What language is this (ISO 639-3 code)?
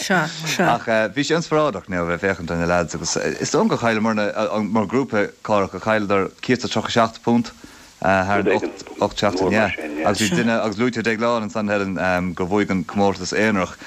gle